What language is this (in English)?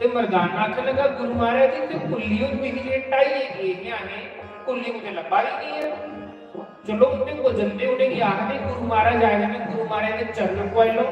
Dogri